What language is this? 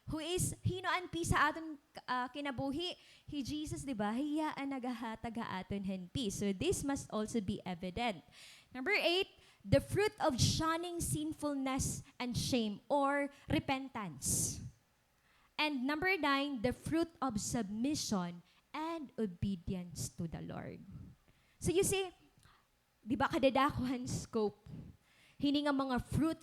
Waray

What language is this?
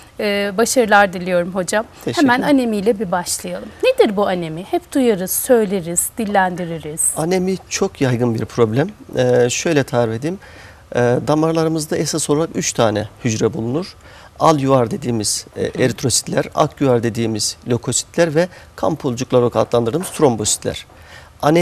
Turkish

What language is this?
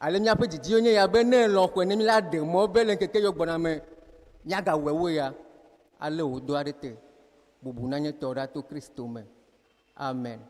Ewe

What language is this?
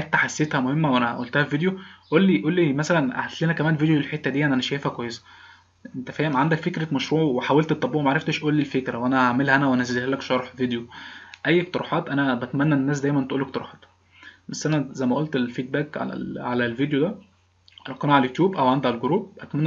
Egyptian Arabic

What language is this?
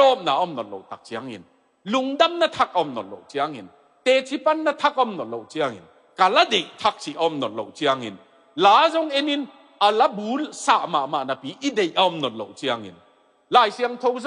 Tedim Chin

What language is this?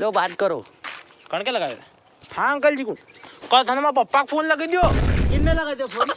Rajasthani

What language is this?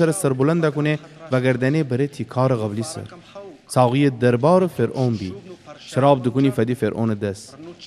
Gilaki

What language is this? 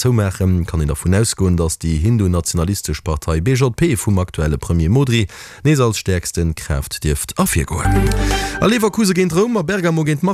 Luxembourgish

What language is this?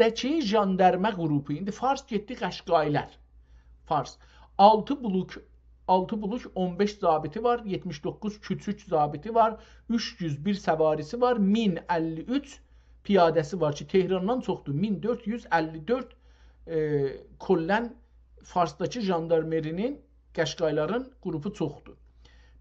South Azerbaijani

